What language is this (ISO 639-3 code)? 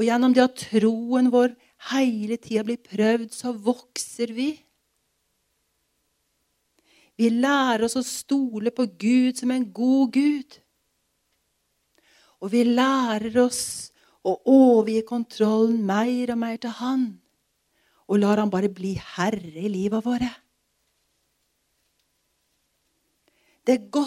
nor